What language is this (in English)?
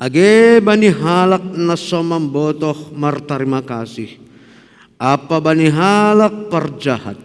Batak Simalungun